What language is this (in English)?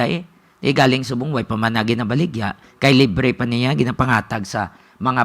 Hiligaynon